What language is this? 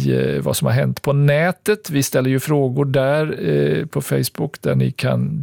Swedish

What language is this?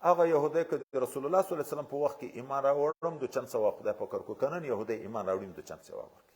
Pashto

